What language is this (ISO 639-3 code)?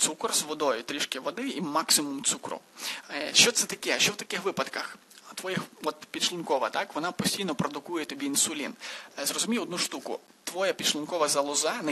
ukr